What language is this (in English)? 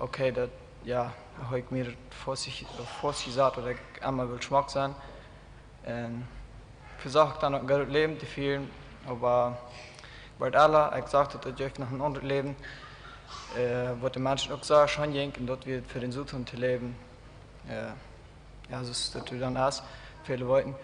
Plautdietsch